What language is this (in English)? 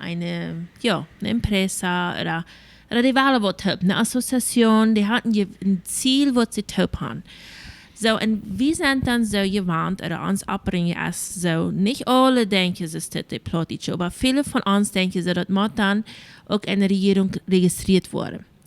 Plautdietsch